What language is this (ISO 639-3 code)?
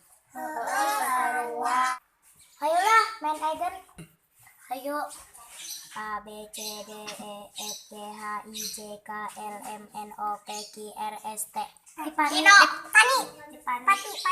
sun